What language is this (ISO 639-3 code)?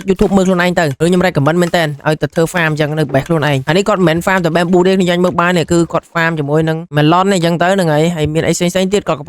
khm